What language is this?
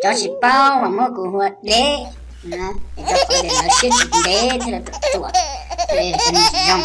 Hmong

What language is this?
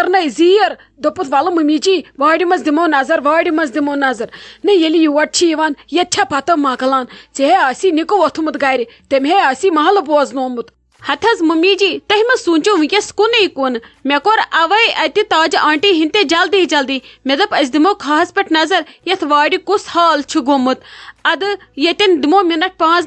Kashmiri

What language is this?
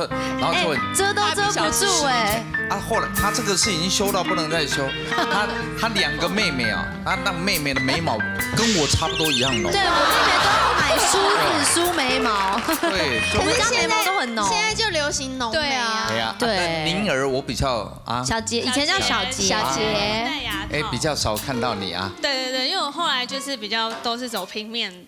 Chinese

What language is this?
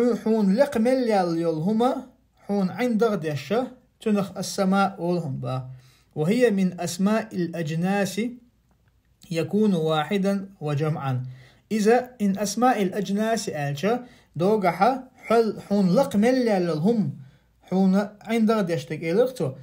Chechen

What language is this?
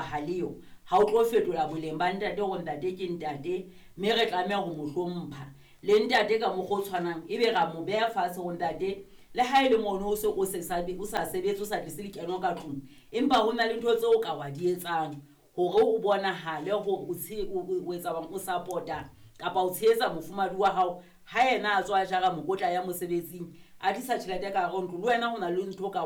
Southern Sotho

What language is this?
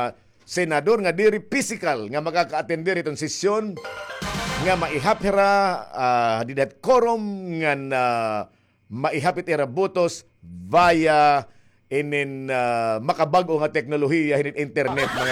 Waray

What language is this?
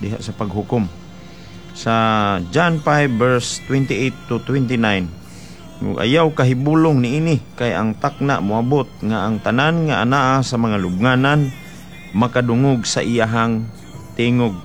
Cebuano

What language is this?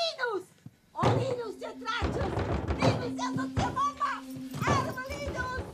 Romansh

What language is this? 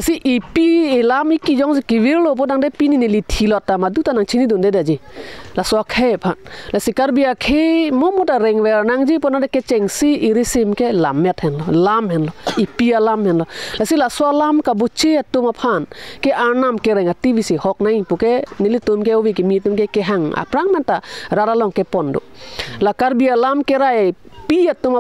Karbi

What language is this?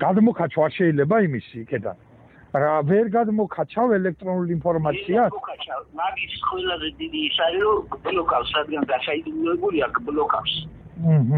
Georgian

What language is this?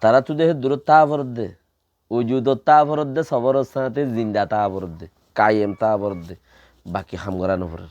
Rohingya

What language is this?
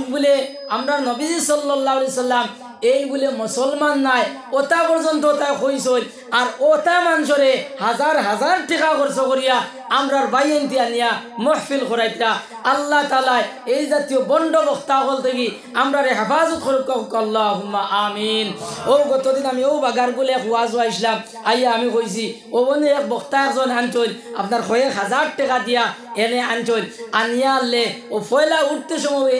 Sylheti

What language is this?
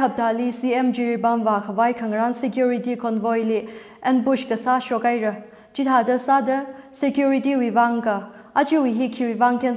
Tangkhul Naga (India)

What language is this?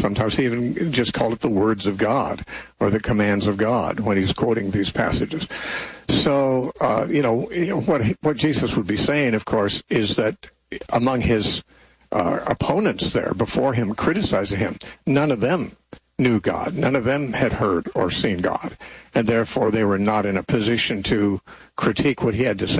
English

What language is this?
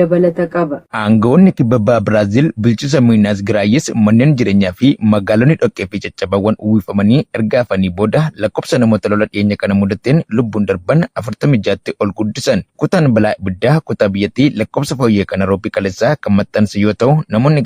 Oromo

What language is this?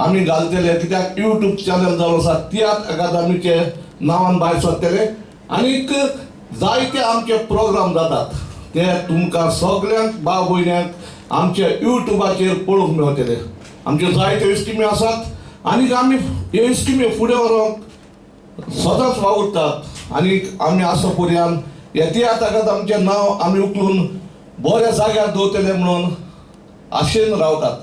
Konkani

